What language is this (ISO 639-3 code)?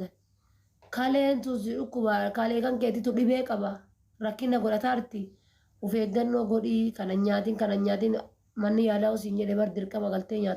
orm